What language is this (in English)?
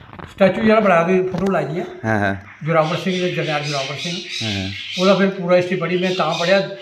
Dogri